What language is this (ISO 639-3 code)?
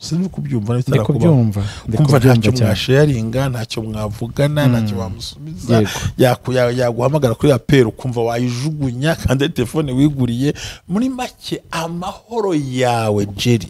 kin